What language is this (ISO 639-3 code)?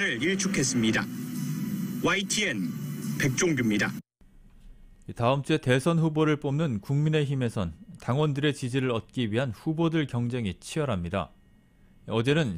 kor